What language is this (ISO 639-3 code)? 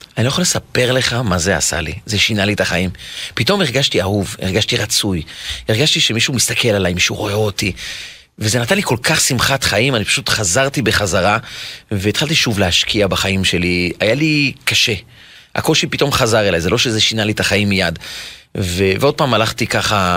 heb